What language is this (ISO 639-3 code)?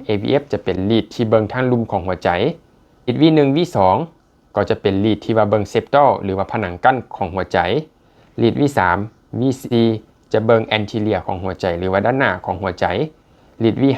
lao